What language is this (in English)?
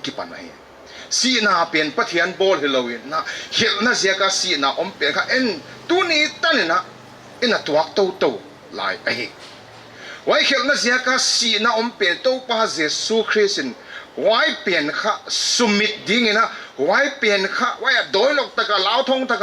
Paite Chin